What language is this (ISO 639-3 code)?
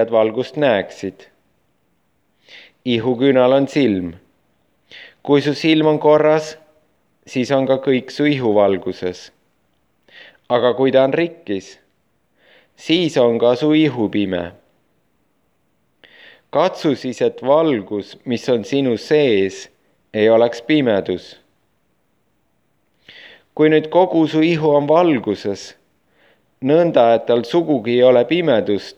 est